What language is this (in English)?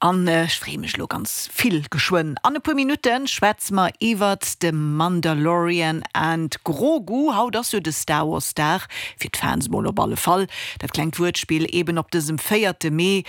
Luxembourgish